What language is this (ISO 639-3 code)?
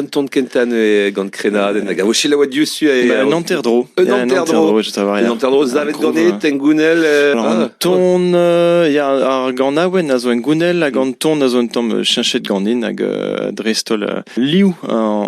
bre